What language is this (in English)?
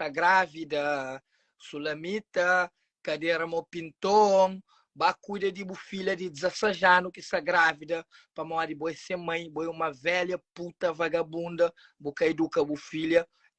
Kabuverdianu